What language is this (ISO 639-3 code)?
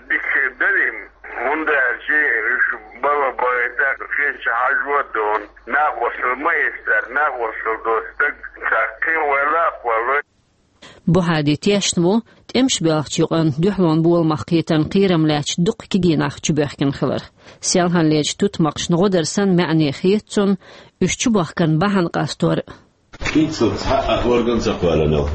che